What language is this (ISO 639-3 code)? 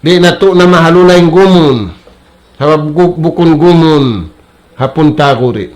tsg